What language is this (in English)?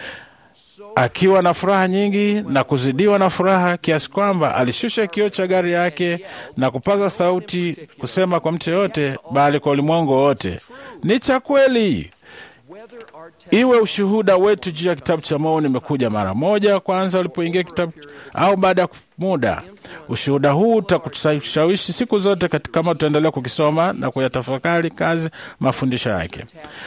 Swahili